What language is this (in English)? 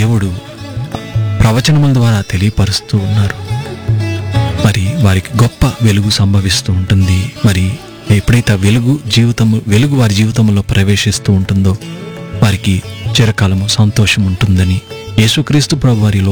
Telugu